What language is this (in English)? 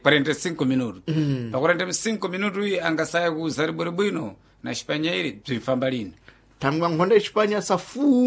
Sena